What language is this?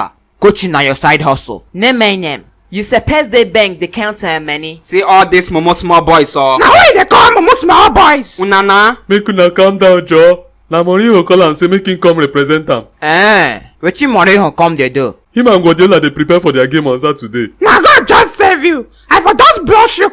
Nigerian Pidgin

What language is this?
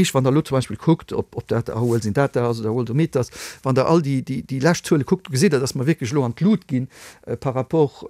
Luxembourgish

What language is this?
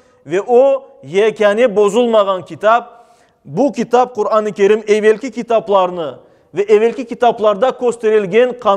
Crimean Tatar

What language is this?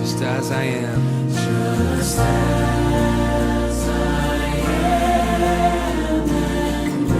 Biatah Bidayuh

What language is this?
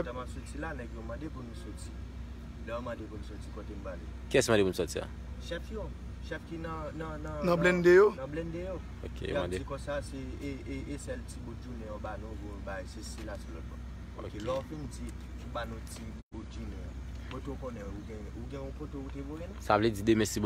Haitian Creole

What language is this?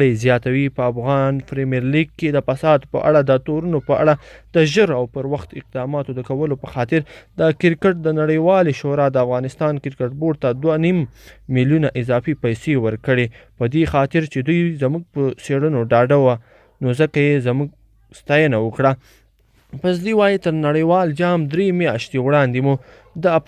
Pashto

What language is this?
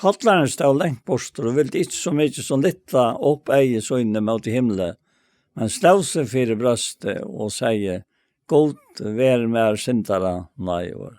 Faroese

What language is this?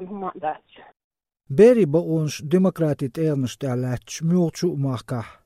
Chechen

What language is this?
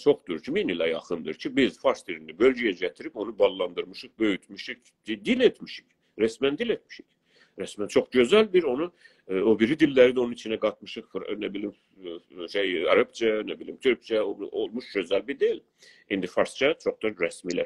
South Azerbaijani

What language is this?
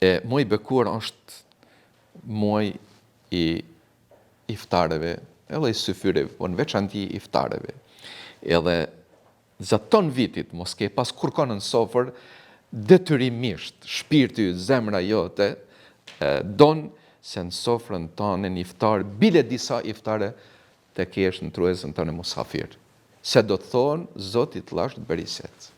Albanian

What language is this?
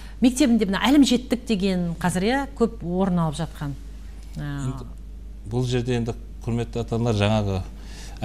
Kazakh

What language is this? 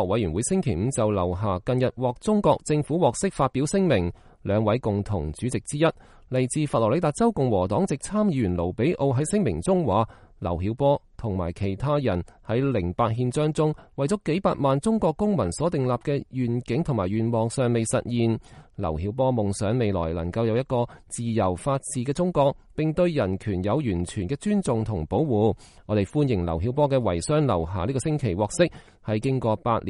Cantonese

